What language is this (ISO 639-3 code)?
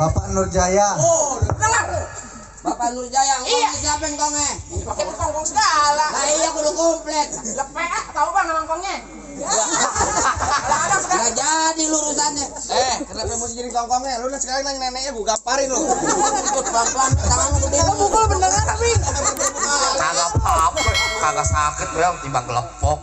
bew